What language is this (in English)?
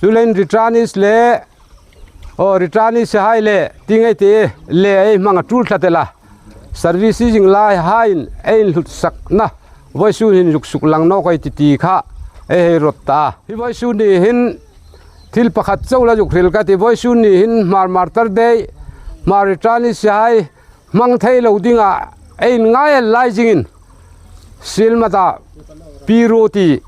Hmar